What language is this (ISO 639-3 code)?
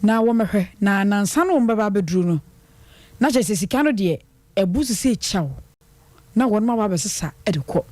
aka